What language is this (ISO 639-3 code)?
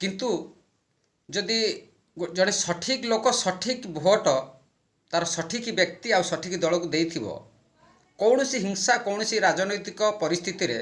ori